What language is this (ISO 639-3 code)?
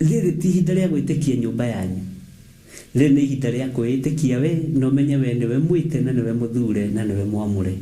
kik